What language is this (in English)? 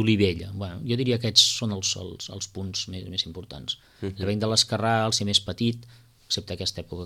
Catalan